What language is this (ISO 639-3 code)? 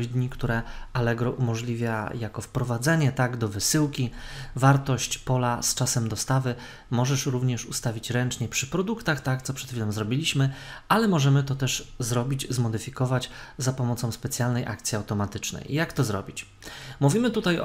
pol